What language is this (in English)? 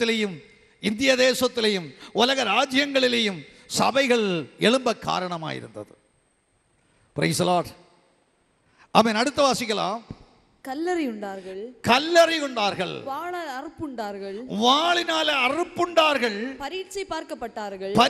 Tamil